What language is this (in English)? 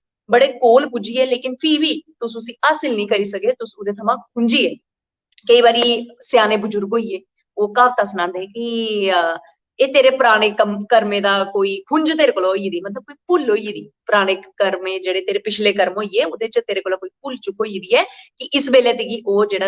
Dogri